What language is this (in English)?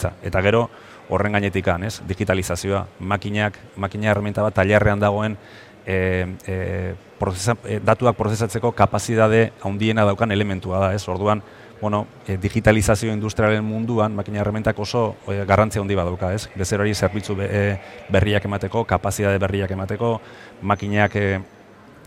Basque